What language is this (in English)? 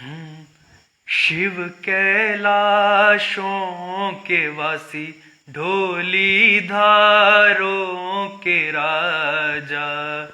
Dogri